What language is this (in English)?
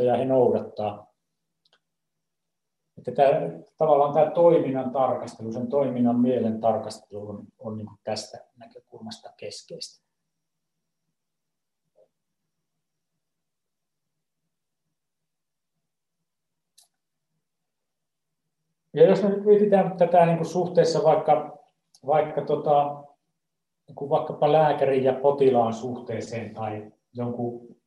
Finnish